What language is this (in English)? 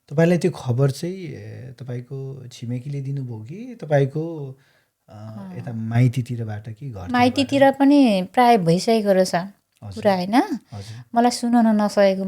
Nepali